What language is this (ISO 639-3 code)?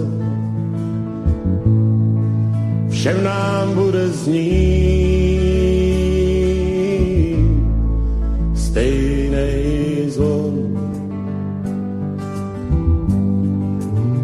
ces